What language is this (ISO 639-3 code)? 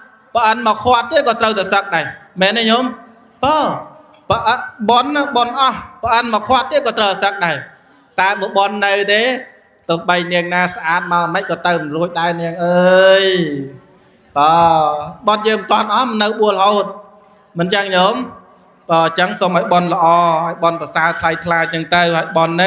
khm